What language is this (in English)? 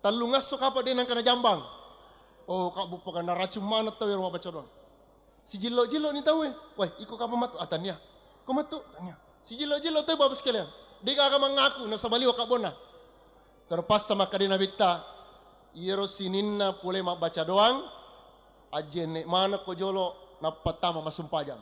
Buginese